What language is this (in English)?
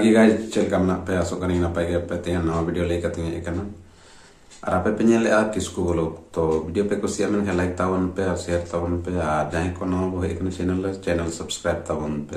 Santali